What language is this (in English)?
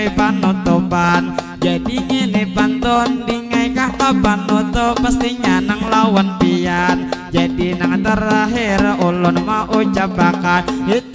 Banjar